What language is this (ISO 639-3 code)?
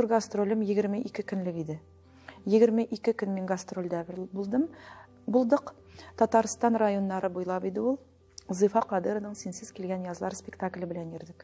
tat